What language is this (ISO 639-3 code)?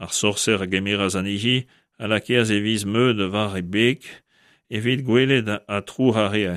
bre